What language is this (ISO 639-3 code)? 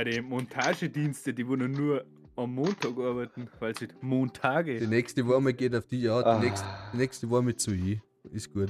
bar